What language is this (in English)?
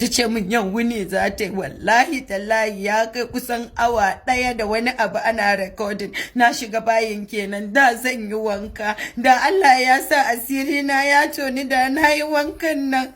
Hausa